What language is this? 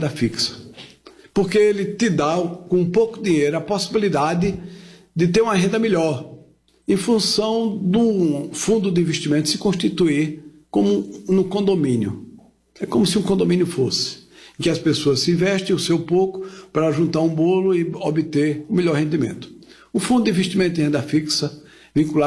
Portuguese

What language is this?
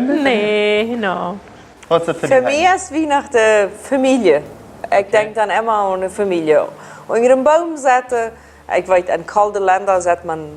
Plautdietsch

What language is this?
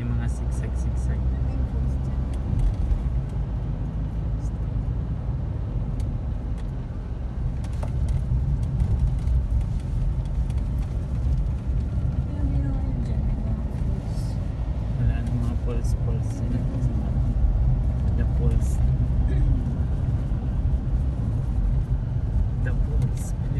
Filipino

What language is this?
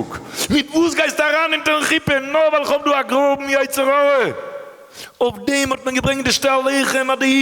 Yiddish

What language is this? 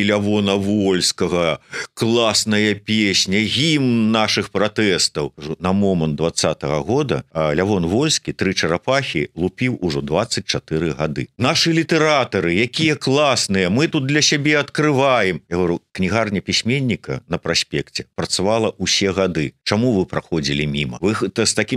Belarusian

